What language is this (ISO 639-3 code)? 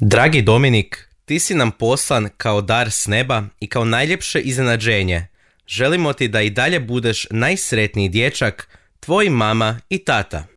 hrv